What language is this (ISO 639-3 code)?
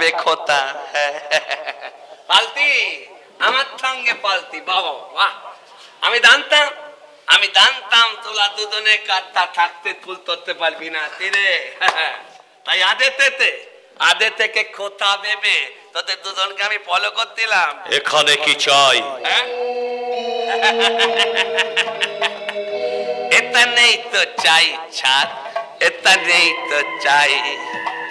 ben